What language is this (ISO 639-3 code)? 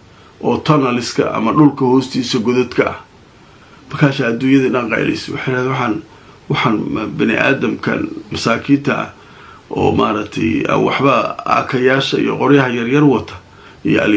som